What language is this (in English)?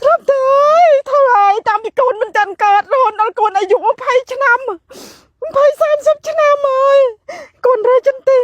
Khmer